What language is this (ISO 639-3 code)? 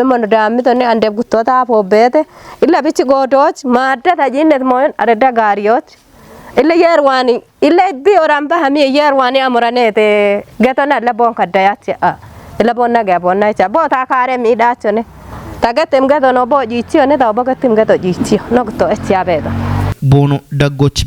kbr